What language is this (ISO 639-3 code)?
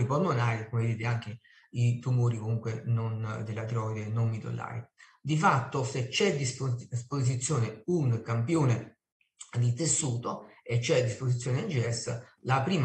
ita